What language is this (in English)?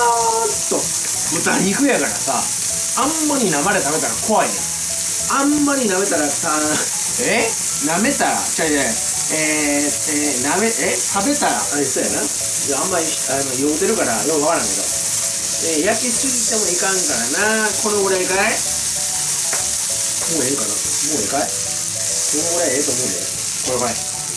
Japanese